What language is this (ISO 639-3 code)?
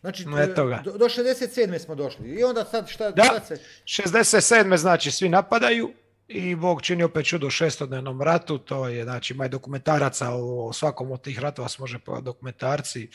hrv